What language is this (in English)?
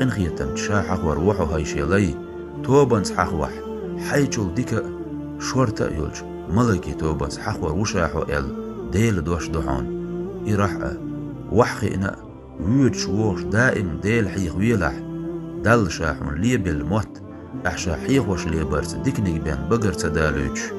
Chechen